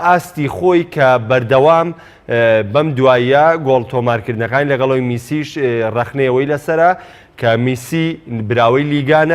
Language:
Central Kurdish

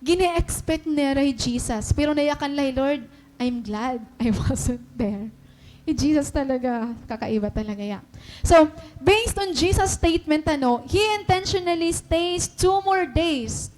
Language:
Waray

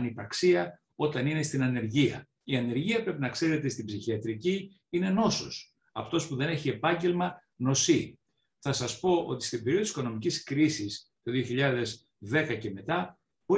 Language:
Greek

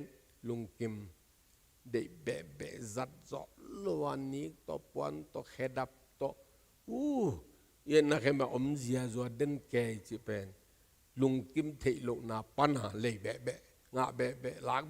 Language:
Tedim Chin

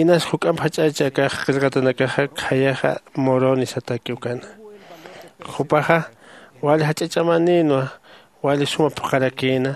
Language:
Aymara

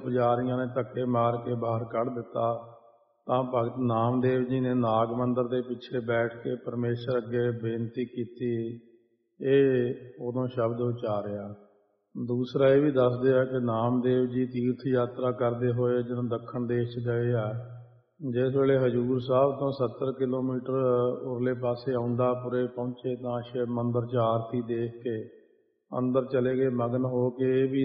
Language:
Punjabi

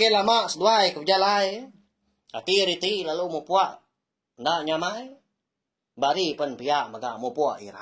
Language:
Iban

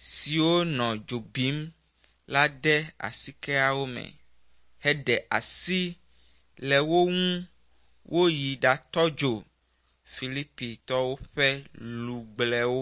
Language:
Ewe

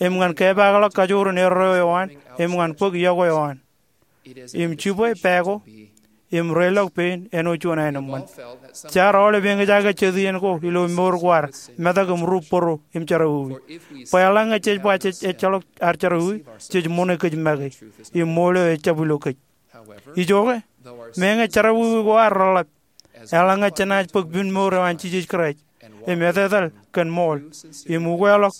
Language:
Marshallese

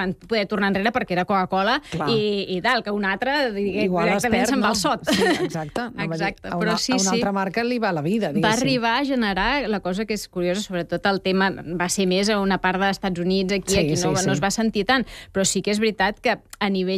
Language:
Catalan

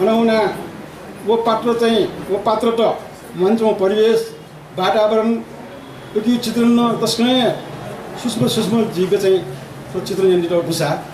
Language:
Newari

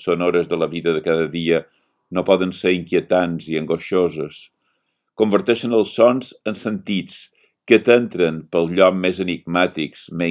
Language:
Catalan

